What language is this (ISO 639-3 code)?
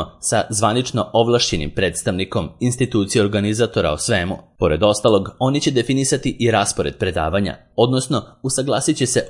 srp